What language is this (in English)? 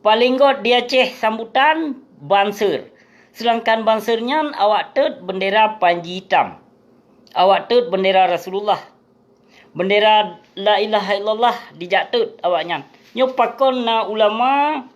Achinese